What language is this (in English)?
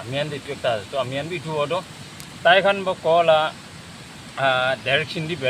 Naga Pidgin